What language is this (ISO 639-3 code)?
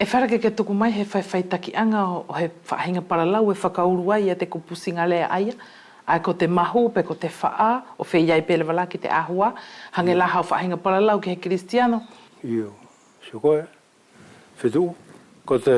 wls